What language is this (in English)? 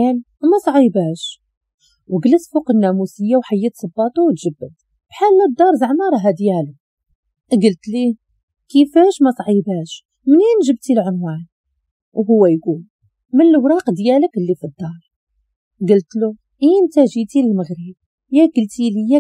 Moroccan Arabic